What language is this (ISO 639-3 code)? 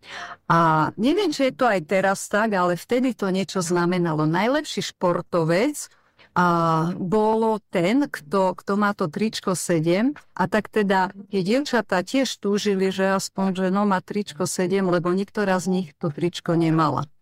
slk